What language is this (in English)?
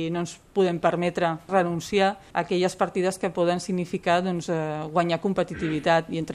Catalan